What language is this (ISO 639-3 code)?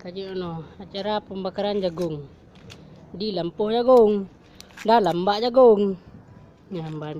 ace